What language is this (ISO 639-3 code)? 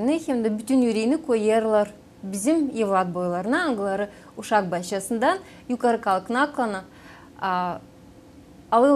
gag